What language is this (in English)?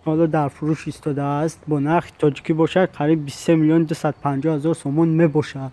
Tajik